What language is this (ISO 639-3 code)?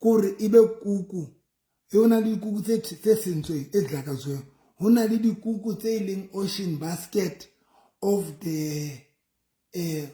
sot